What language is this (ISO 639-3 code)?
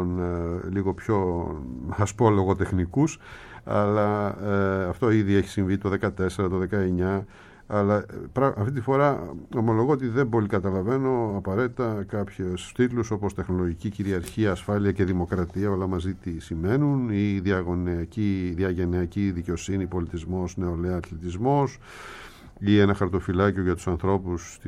ell